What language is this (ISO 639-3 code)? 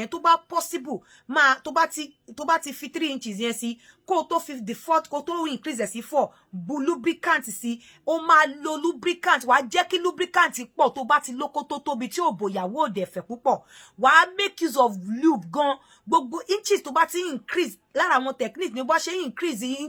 yor